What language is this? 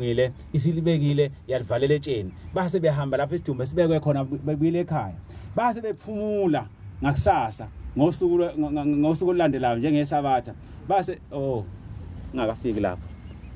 Zulu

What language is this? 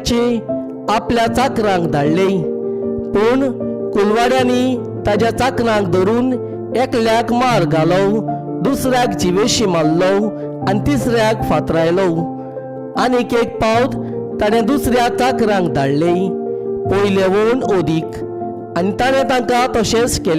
Konkani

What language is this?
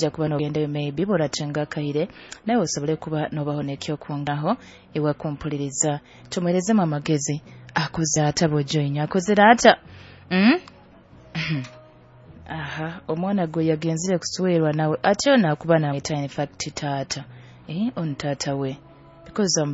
Nyoro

